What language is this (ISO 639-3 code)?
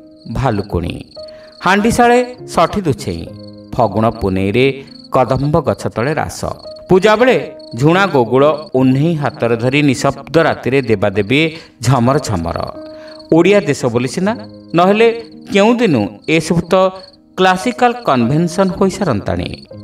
ori